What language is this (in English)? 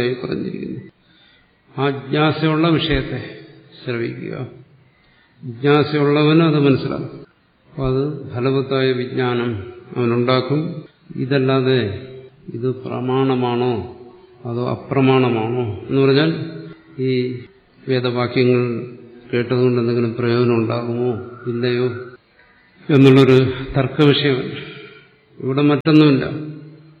Malayalam